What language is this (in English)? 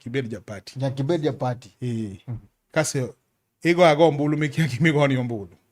Luo (Kenya and Tanzania)